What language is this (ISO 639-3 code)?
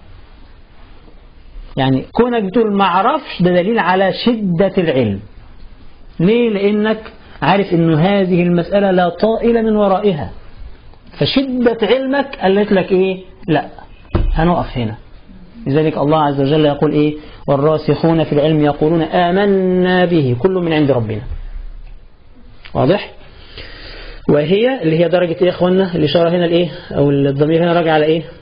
arz